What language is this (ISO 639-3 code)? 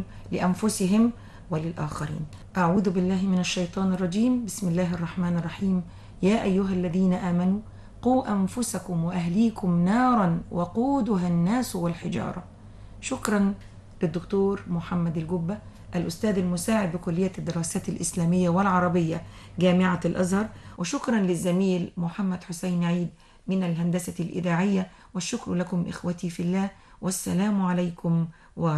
ara